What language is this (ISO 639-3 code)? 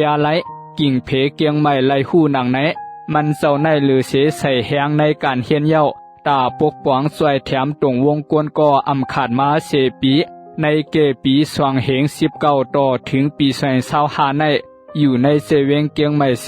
shn